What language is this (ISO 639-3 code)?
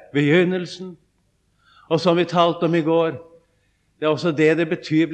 nor